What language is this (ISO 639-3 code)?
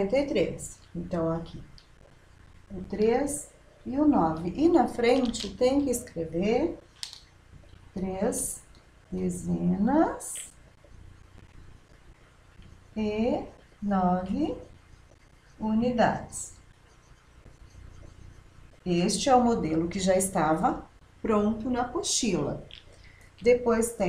por